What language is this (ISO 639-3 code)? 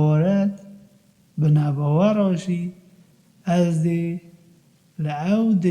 kur